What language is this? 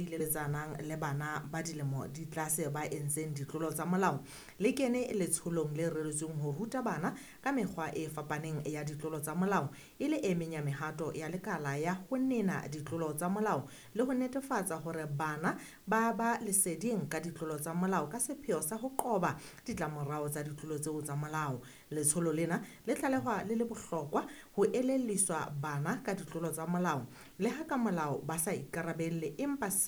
Southern Sotho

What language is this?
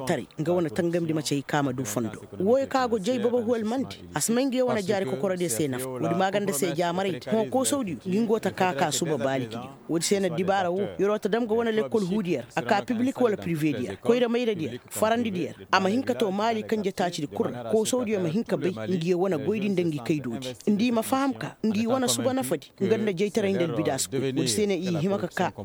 Koyraboro Senni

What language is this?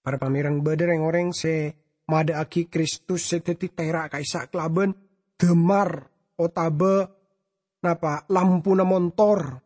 Madurese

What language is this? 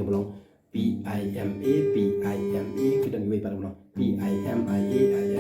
Khasi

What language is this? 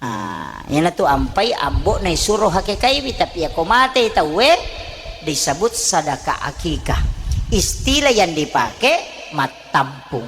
Buginese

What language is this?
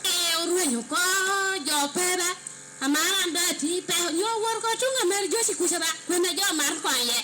Lango (Uganda)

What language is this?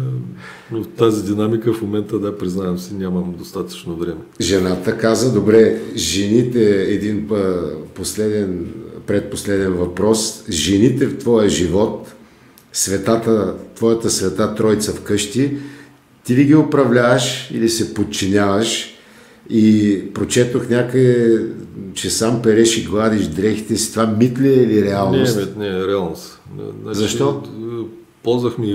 Bulgarian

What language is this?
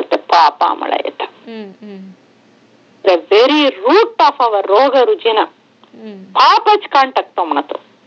Marathi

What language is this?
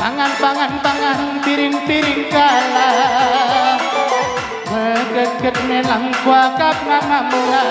Batak Karo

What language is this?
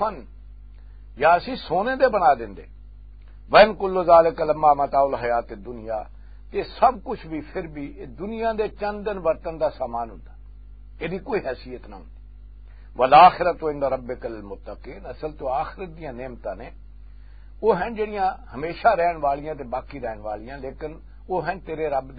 Western Panjabi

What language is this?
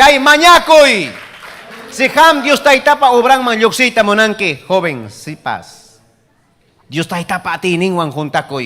Ayacucho Quechua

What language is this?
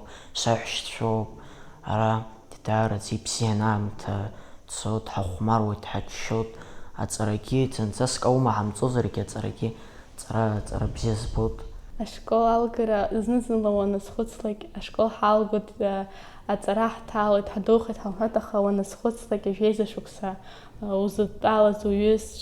Abkhazian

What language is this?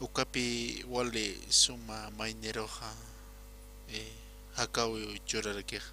Aymara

